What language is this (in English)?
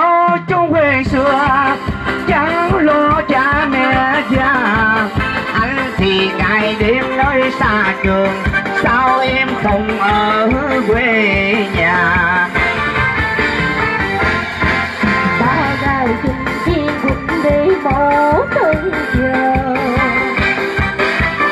Vietnamese